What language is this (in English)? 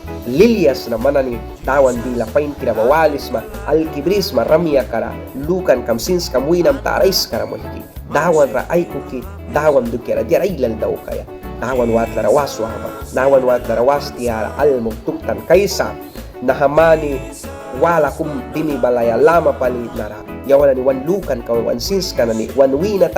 Mískito